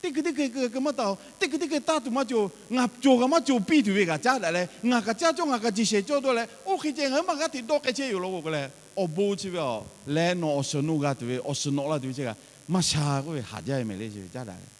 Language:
Lahu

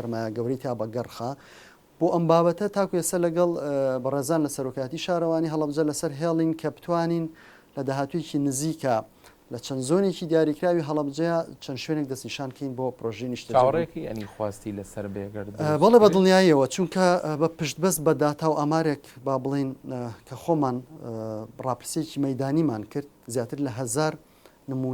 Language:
Central Kurdish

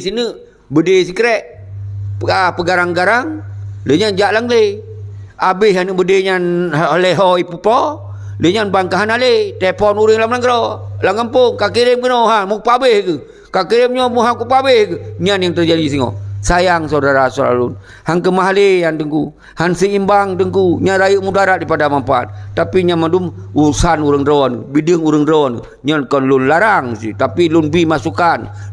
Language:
Achinese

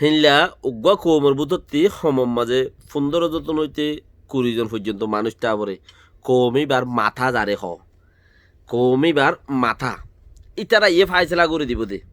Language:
Rohingya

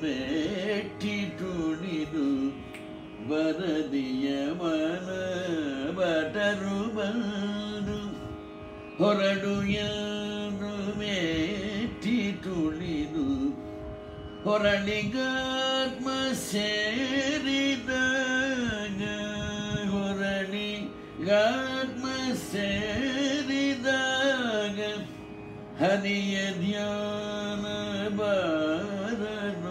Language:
Kannada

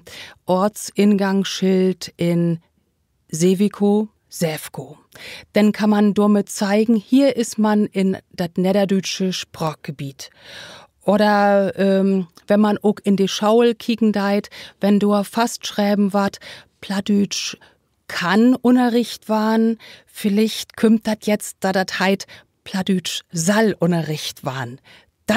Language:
Low German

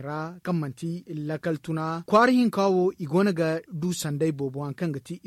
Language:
Zarma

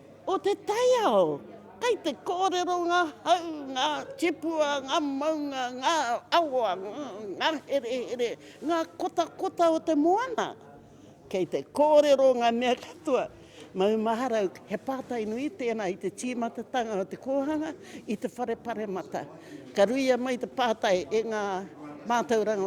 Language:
Māori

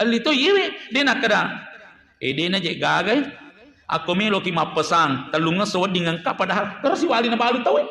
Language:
Buginese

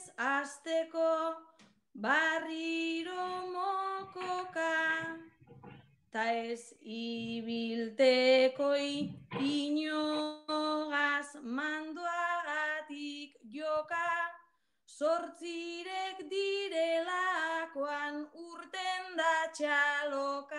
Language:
Basque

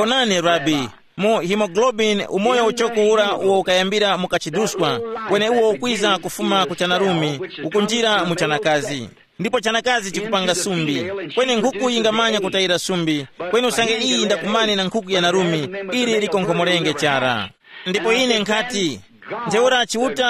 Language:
Tumbuka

